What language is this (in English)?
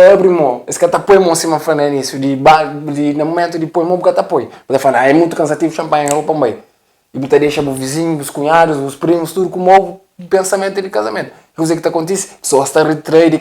Kabuverdianu